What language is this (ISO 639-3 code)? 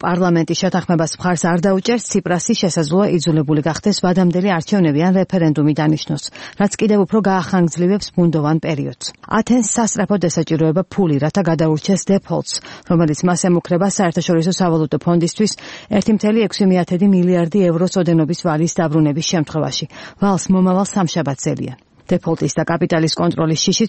kat